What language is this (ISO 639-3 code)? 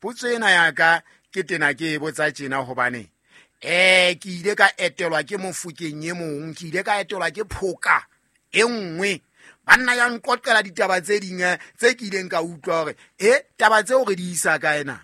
sot